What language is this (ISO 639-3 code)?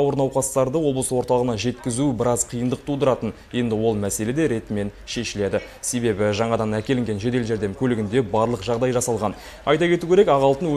kaz